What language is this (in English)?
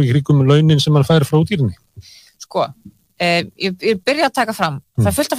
Icelandic